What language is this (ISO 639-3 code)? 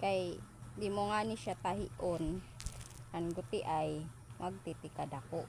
war